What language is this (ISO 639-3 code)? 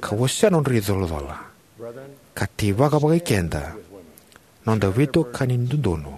fij